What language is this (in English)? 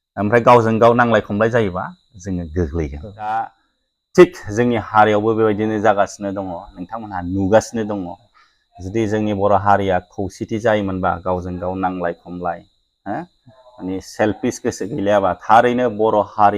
Bodo